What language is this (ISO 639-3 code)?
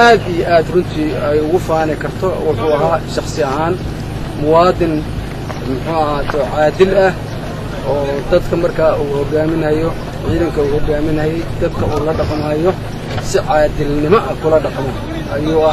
som